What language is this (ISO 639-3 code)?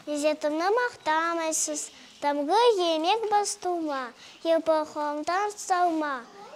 crh